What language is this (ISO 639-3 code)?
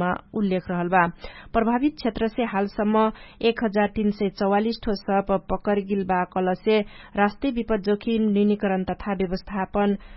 thl